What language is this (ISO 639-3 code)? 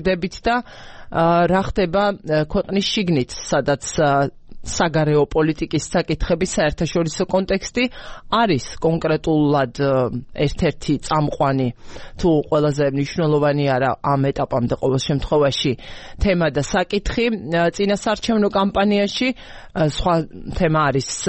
kat